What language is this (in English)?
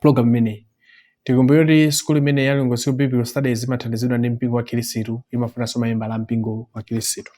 Nyanja